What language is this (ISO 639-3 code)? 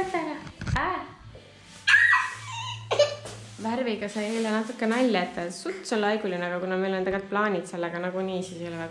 est